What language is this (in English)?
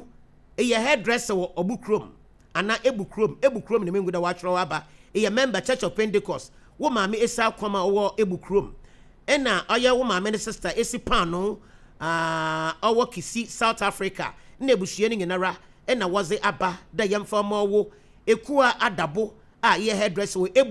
Akan